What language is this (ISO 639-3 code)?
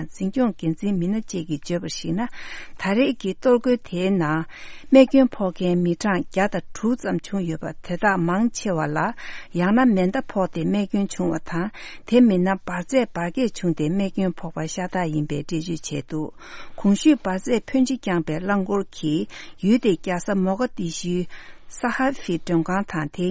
bod